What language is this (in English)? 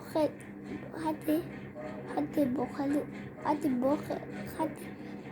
Tswana